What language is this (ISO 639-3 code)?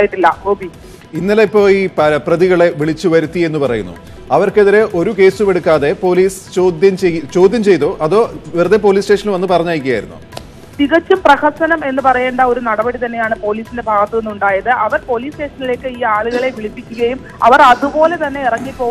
mal